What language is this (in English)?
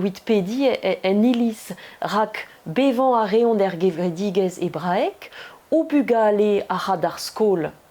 Breton